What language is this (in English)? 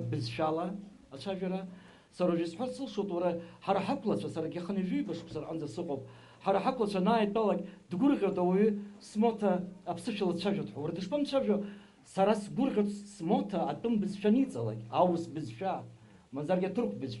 Abkhazian